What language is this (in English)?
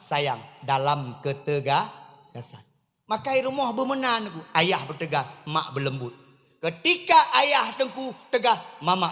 Achinese